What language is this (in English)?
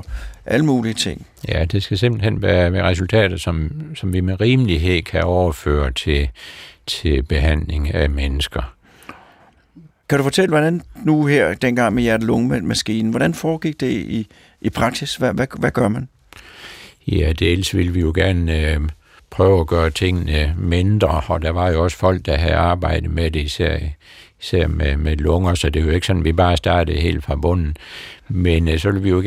Danish